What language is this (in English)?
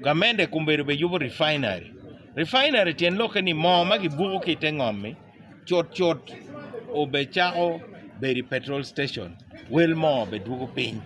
Acoli